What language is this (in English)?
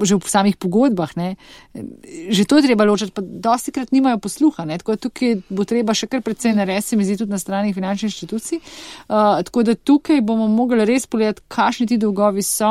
Slovenian